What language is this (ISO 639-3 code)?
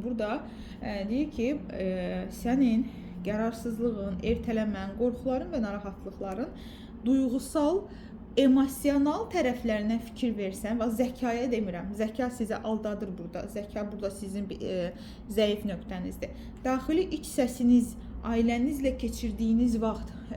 aze